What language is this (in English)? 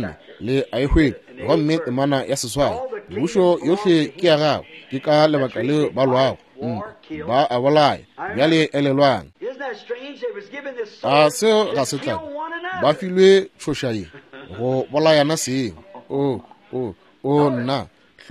Northern Sotho